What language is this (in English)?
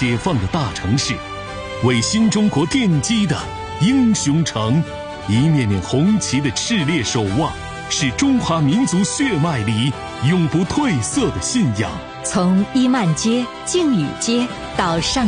Chinese